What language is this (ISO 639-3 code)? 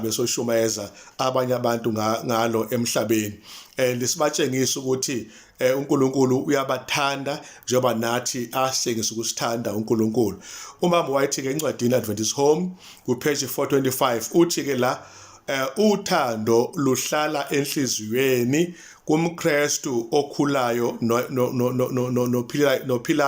zul